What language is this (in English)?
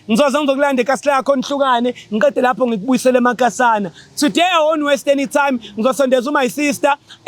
Zulu